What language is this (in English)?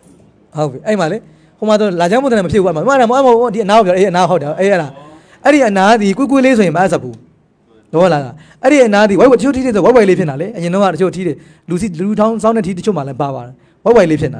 Burmese